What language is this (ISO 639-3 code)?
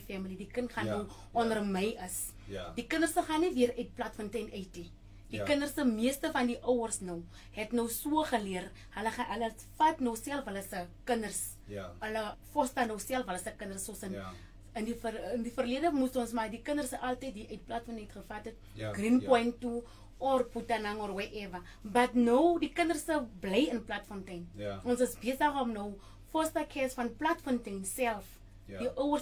afr